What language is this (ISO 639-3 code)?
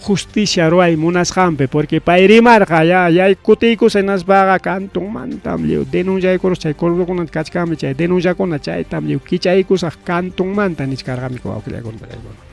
quy